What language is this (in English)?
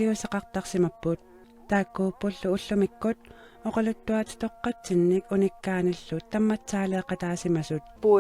Kalaallisut